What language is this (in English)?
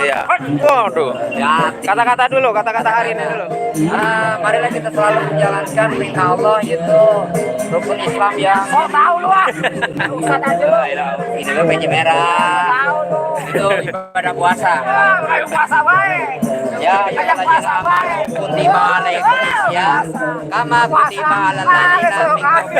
Betawi